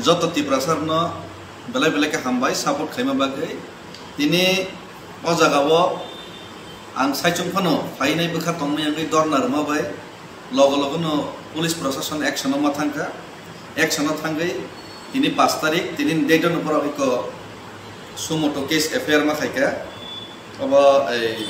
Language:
Kok Borok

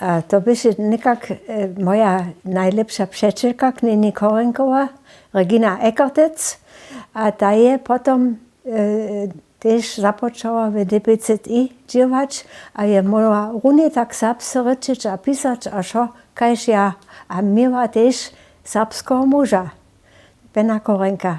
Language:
Upper Sorbian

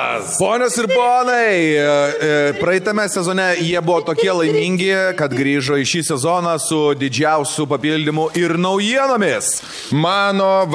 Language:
Lithuanian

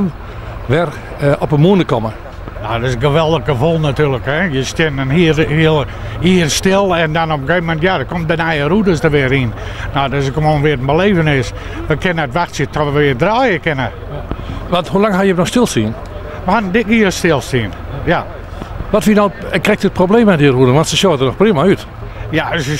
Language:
Western Frisian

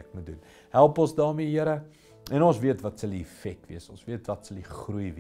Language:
Afrikaans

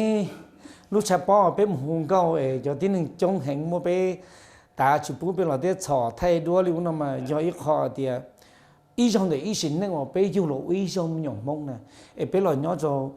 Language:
Hmong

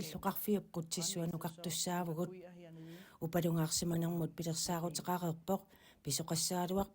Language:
Kalaallisut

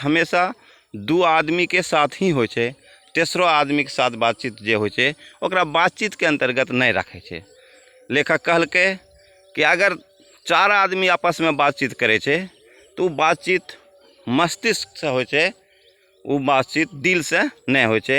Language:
Angika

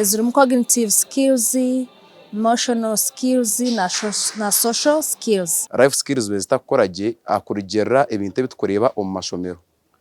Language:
Nyankole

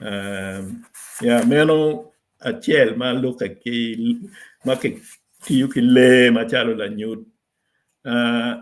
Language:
Acoli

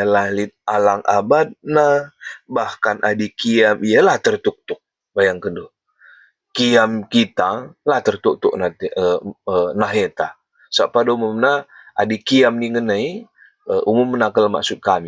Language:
Batak Karo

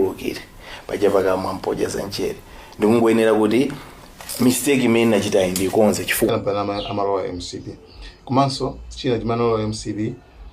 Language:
Nyanja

